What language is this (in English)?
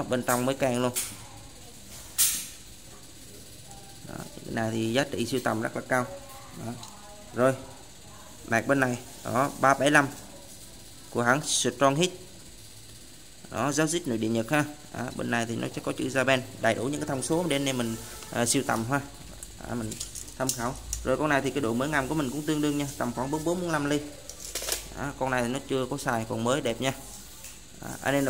Vietnamese